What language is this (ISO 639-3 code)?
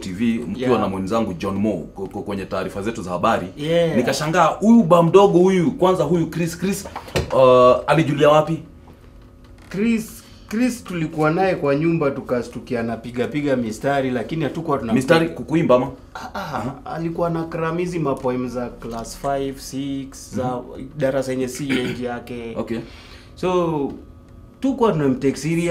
swa